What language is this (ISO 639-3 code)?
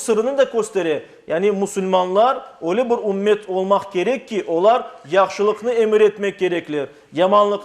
crh